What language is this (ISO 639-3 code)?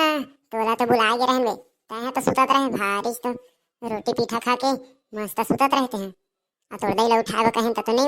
hne